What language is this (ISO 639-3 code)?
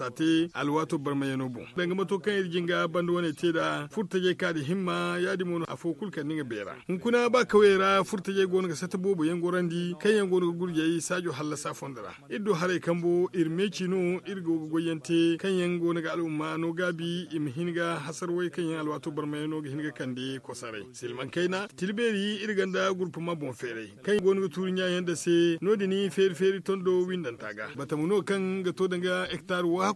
dje